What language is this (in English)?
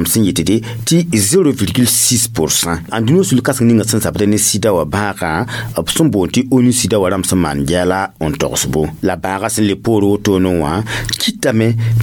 Mossi